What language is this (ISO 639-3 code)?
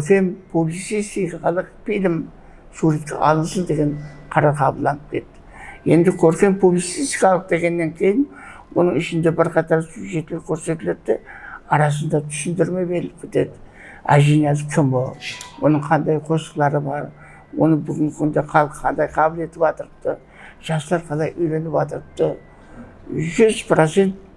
kaa